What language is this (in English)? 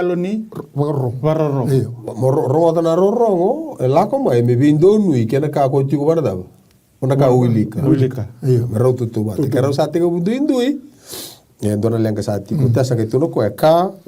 Fijian